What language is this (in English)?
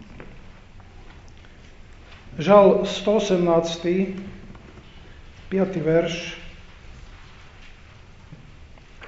Slovak